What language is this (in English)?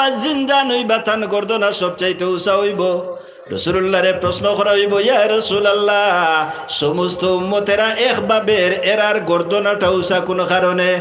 Sylheti